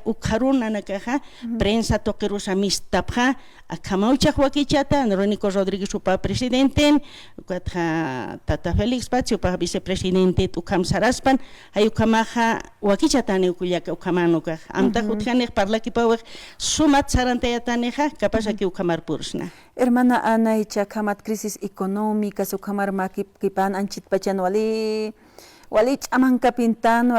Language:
Aymara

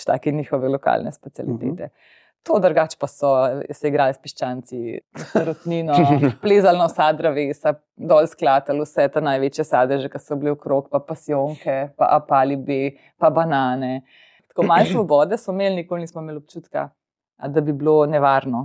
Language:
Slovenian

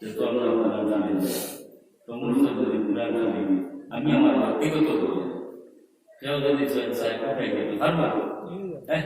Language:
Sylheti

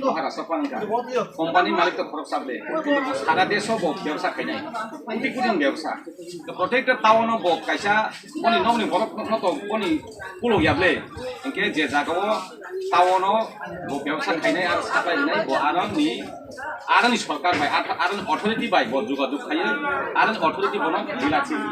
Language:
Kok Borok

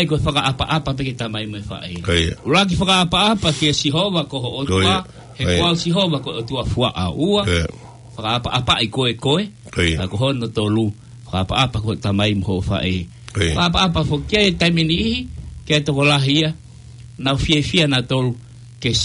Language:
Tongan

